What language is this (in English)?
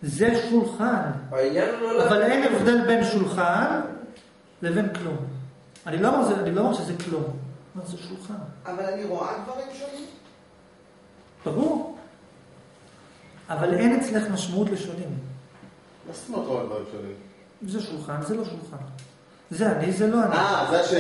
Hebrew